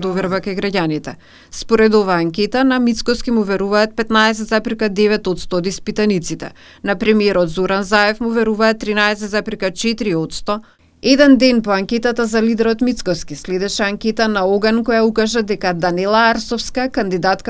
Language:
Macedonian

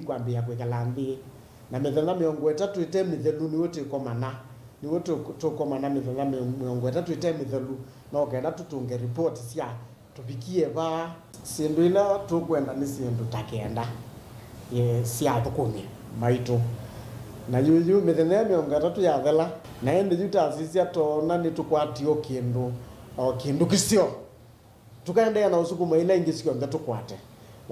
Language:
Kamba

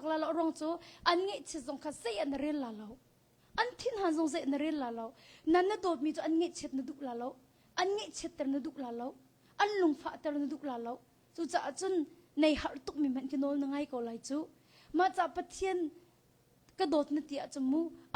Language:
Hakha Chin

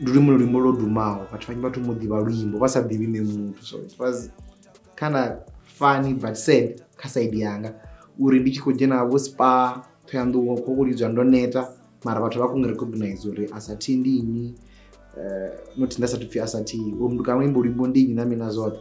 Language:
Venda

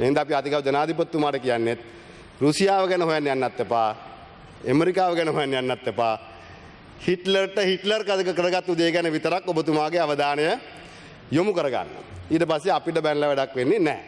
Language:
Sinhala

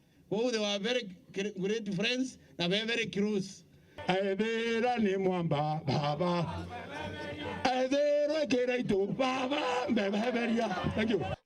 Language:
Meru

